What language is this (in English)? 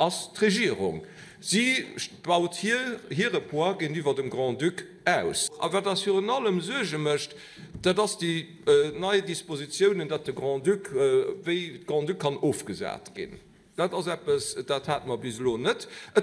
Luxembourgish